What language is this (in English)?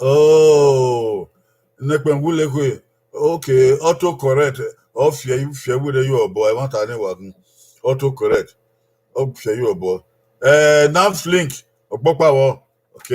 Bini